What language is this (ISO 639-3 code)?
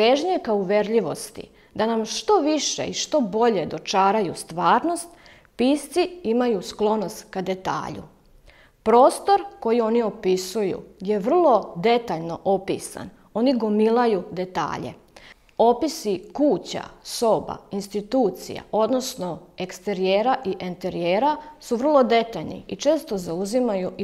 srp